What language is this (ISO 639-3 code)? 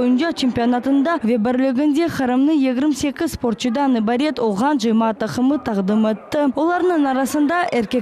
crh